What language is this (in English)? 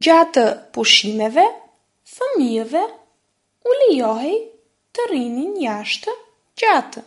Albanian